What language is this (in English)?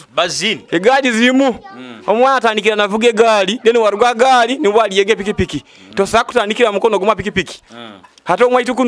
Nyoro